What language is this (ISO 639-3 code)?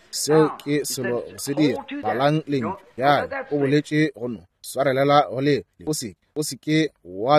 nso